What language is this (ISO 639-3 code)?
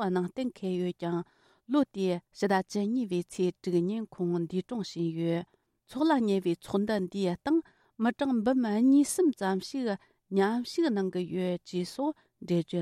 bod